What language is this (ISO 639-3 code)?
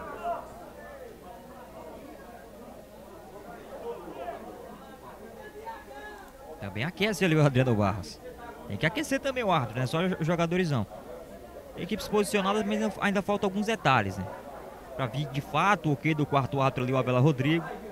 por